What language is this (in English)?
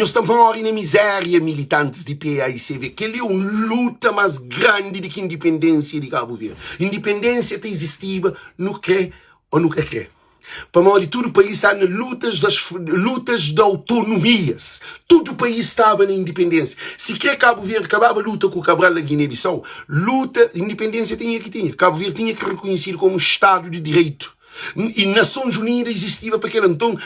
Kabuverdianu